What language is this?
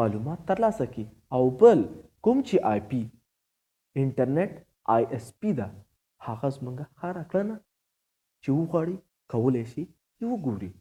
Pashto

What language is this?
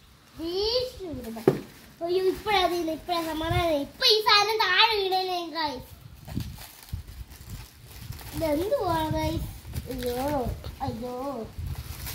Malayalam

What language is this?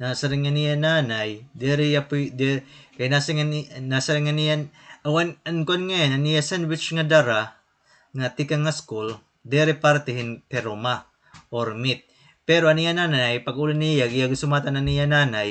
Waray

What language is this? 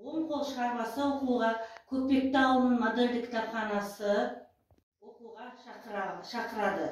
Kazakh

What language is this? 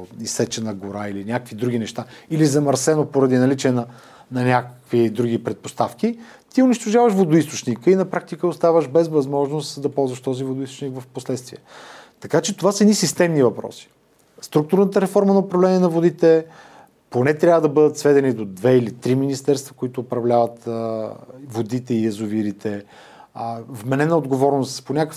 Bulgarian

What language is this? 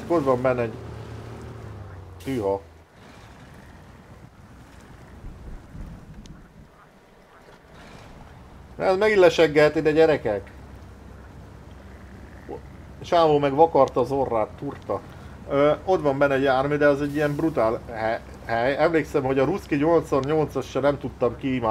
Hungarian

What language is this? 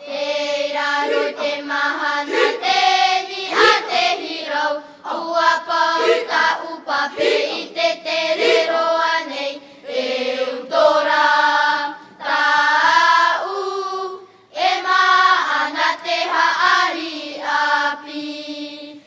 Tahitian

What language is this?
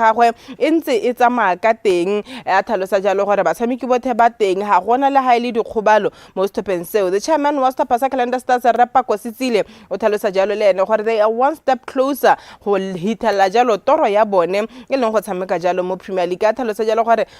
Tswana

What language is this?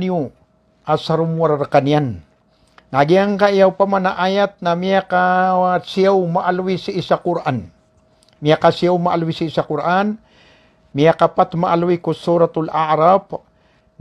Maranao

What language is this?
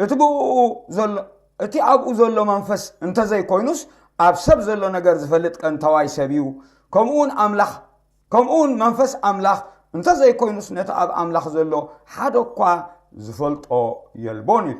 Tigrinya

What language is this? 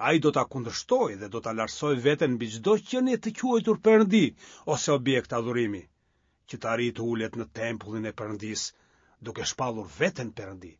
Albanian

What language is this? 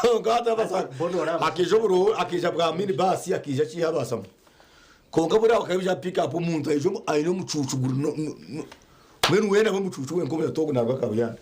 Nyankole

